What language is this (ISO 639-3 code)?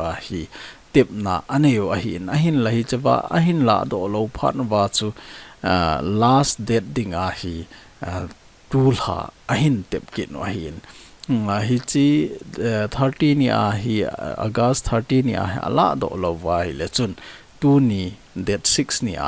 tcz